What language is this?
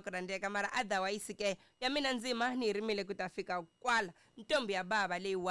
Tsonga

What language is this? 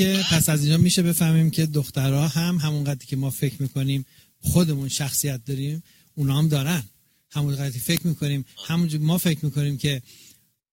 Persian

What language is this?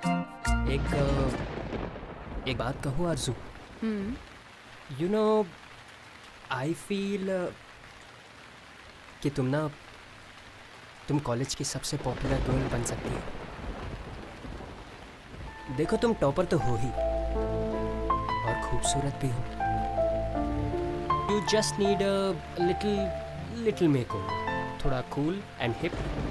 Hindi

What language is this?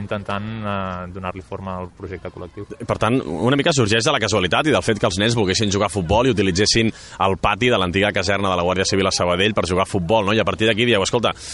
Catalan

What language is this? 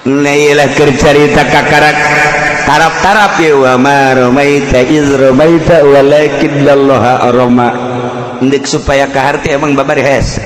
Sundanese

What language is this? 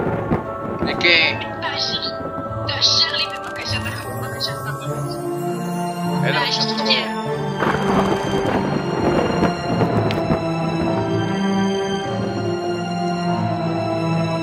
Hebrew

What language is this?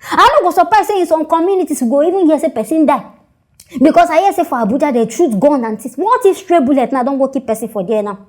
Nigerian Pidgin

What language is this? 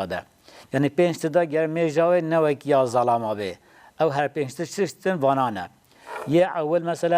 Kurdish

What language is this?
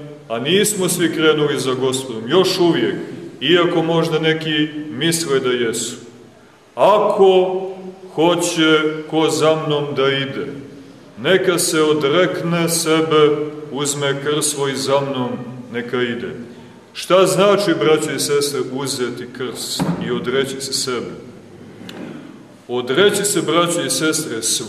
Serbian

